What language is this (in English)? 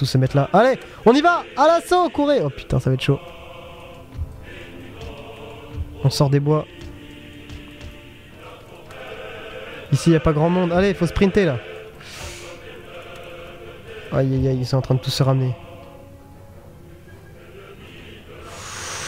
French